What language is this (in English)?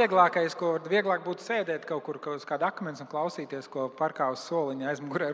Latvian